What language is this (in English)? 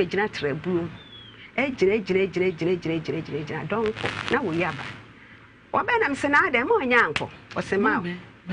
Akan